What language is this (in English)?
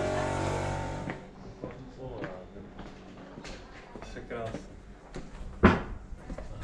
Czech